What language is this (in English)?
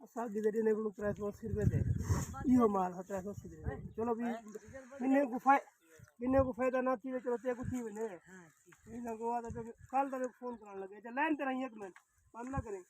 Saraiki